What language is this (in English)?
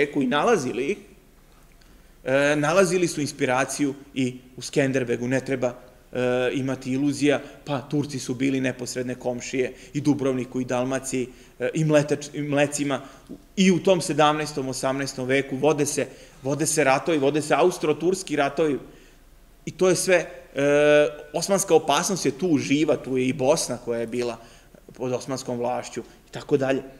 Serbian